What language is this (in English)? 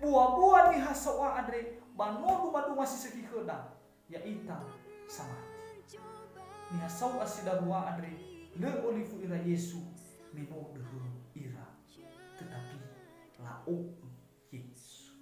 Nias